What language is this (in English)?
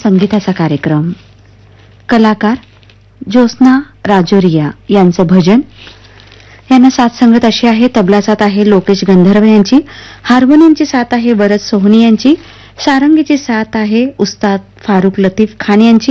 Marathi